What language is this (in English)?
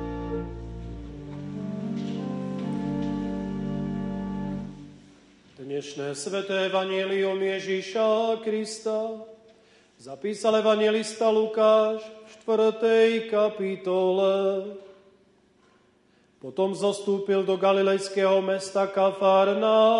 Slovak